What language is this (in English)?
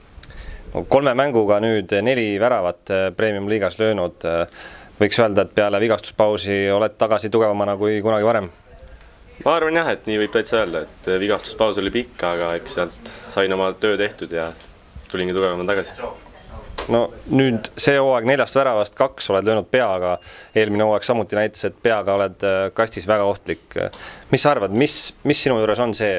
Estonian